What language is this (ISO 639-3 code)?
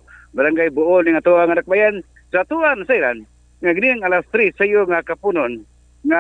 ceb